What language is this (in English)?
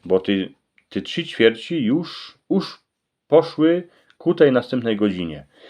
Silesian